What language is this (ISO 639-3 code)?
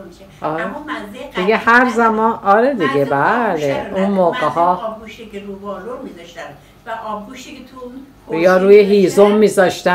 fas